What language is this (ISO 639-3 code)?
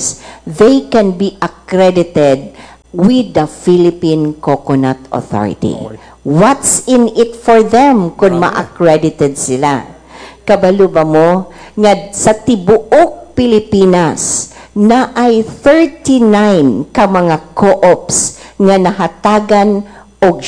ceb